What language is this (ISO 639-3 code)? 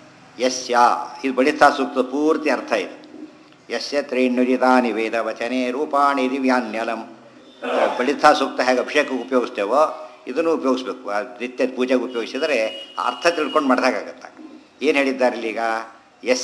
kan